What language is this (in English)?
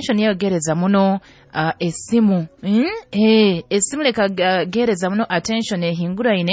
Nyoro